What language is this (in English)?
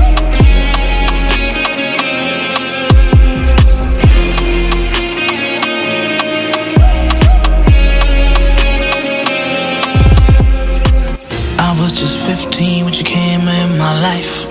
Hindi